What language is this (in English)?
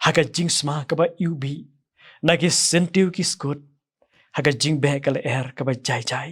Khasi